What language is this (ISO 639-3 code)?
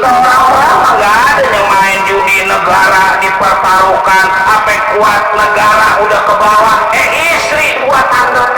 bew